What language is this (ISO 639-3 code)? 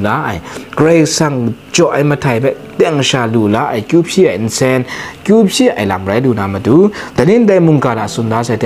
kac